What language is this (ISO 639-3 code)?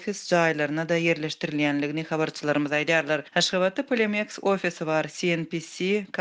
tuk